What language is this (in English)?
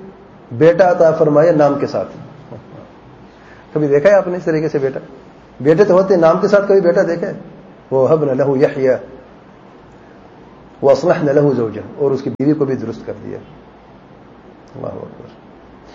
Urdu